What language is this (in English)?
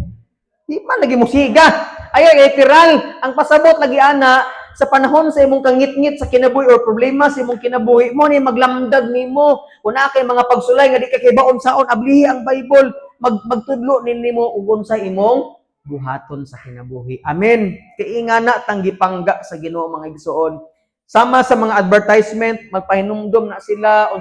Cebuano